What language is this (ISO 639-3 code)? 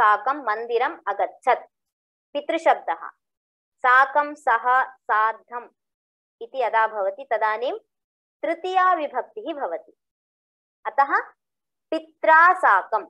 san